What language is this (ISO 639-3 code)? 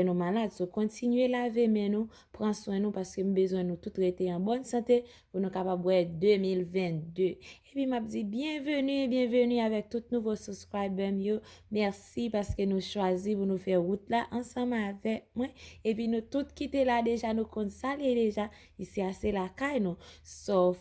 hat